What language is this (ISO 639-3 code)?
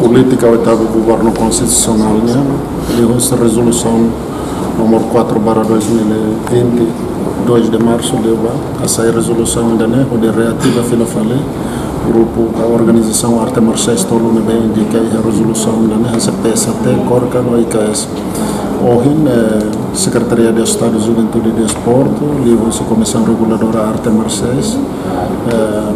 tet